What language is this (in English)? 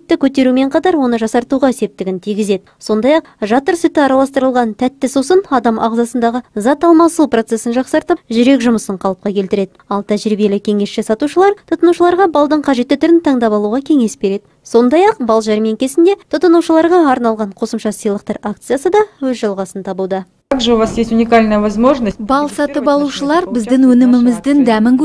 Kazakh